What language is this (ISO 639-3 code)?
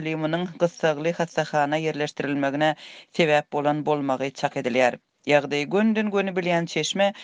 tuk